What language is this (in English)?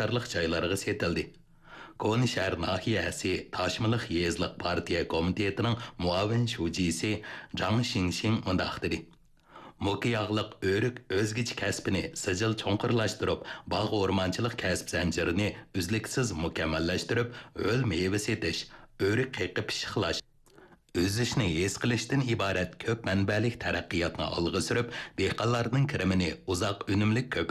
Uyghur